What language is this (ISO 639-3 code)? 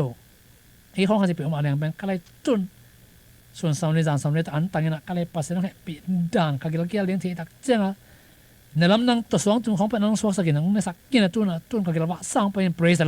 ctd